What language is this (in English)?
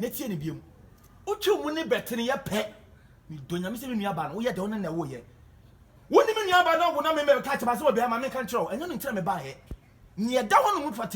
Akan